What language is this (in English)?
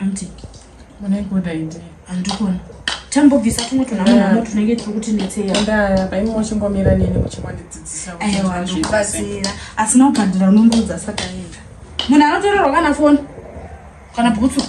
Shona